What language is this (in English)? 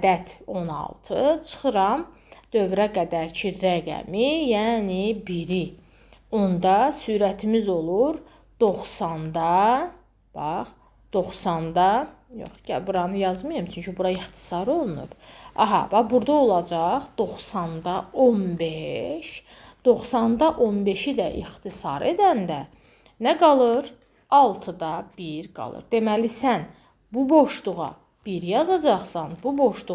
Azerbaijani